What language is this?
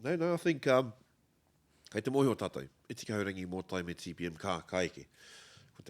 Māori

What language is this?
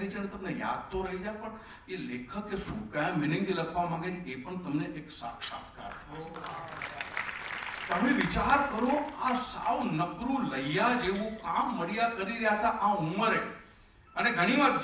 Gujarati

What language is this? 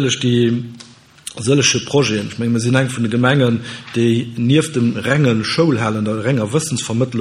Luxembourgish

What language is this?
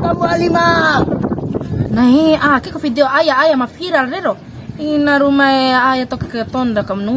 Bima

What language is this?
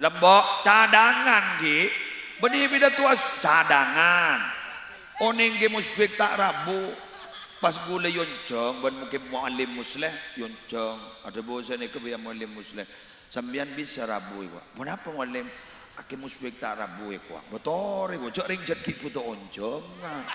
Madurese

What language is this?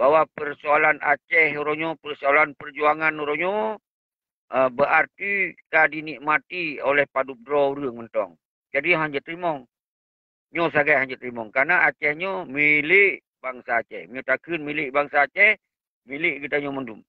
Achinese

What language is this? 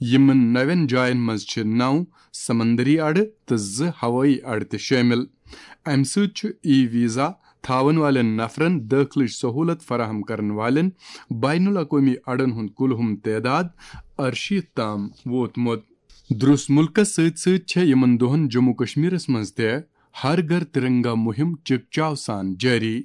Kashmiri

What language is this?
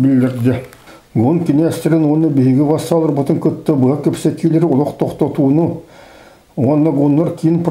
Yakut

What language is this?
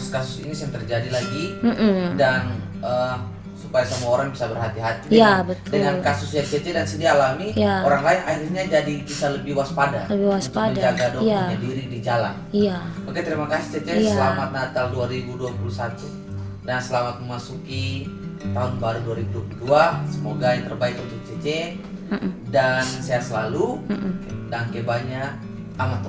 Ambonese Malay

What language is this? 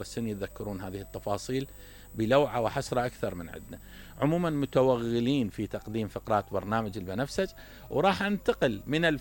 Mesopotamian Arabic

